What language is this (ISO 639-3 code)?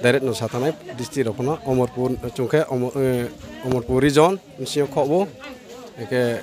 ria